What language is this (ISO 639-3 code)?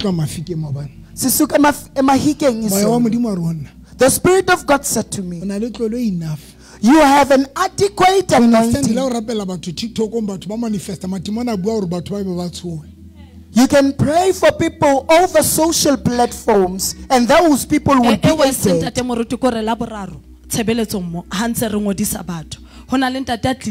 sot